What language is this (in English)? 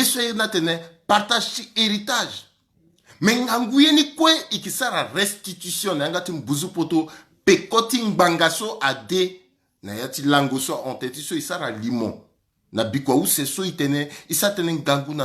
Sango